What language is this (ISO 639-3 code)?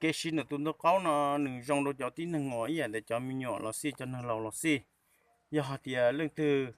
hmn